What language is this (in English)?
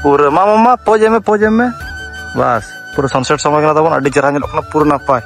Santali